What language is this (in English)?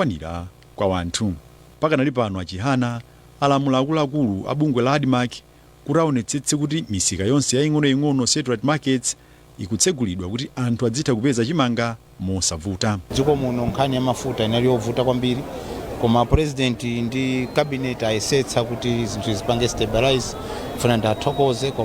Nyanja